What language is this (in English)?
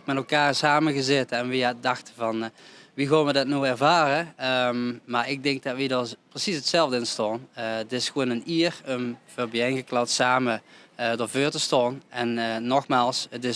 Limburgish